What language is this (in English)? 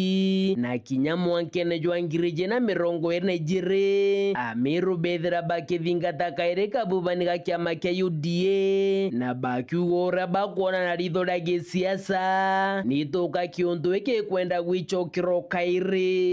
Meru